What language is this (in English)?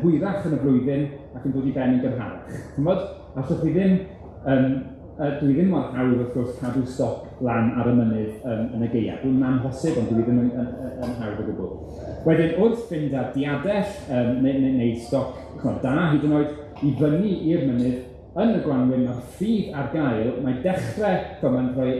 Welsh